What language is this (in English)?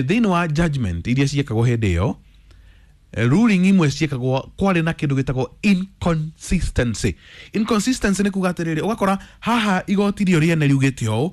Kikuyu